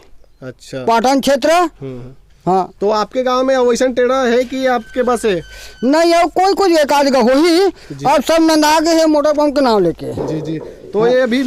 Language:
Chhattisgarhi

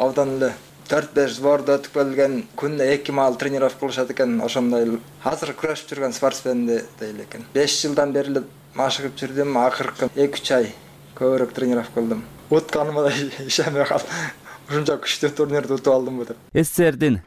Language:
Kyrgyz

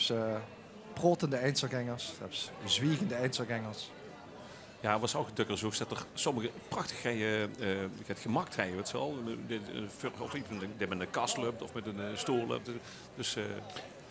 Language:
Limburgish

